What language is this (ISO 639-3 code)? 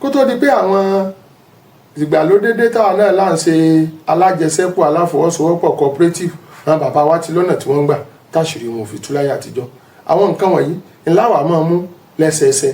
yor